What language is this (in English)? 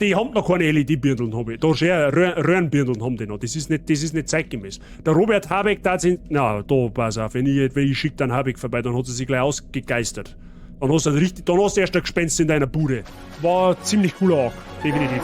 Bavarian